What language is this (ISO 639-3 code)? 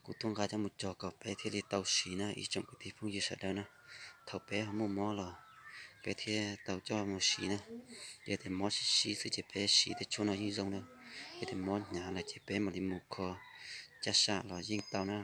hmn